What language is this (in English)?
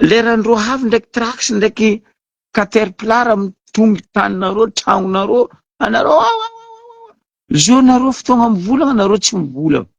Malagasy